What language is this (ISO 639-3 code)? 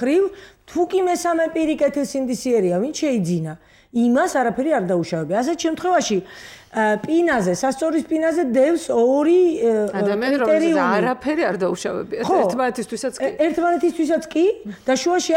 kat